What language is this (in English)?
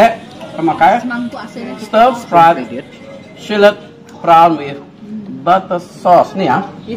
Iban